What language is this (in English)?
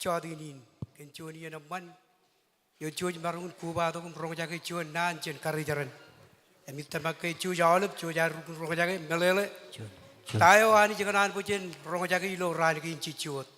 Marshallese